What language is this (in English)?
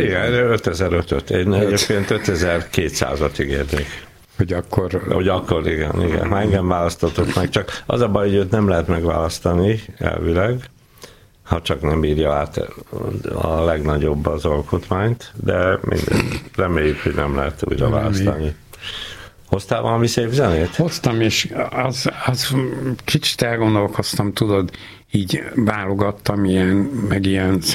Hungarian